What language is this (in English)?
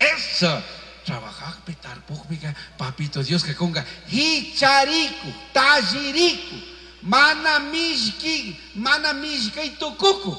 Chimborazo Highland Quichua